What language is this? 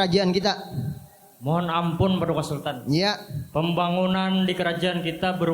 Banjar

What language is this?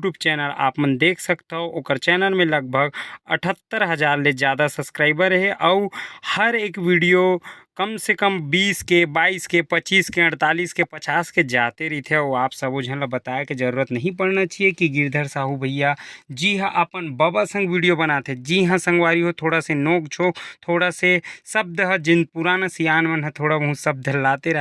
Chhattisgarhi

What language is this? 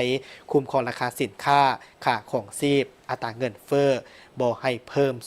Lao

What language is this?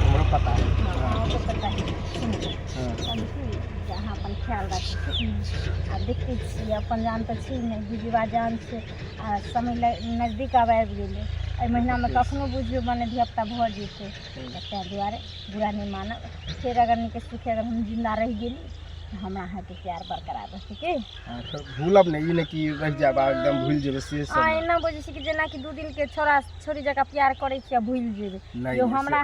Maithili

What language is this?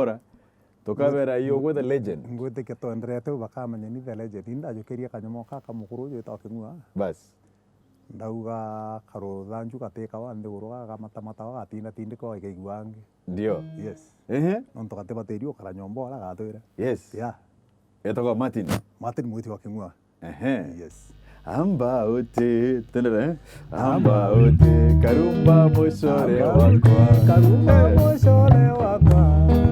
Meru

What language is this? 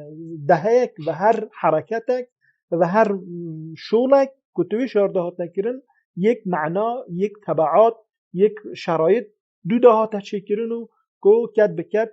Kurdish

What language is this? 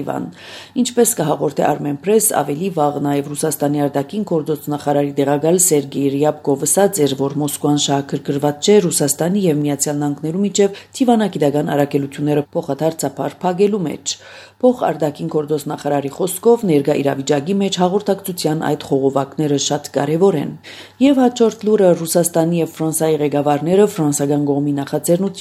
Armenian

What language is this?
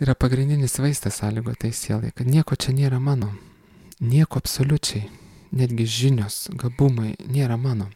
Lithuanian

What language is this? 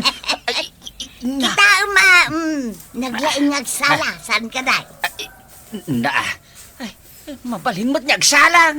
Iloko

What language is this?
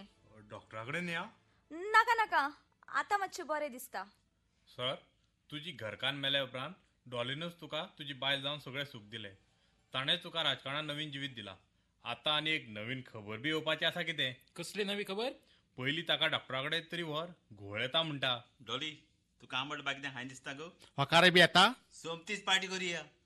Konkani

